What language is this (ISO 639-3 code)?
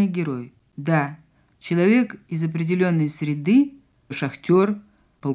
rus